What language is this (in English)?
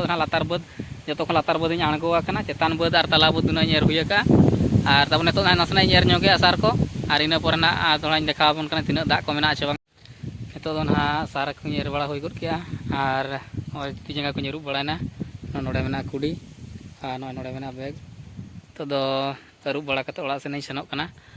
Santali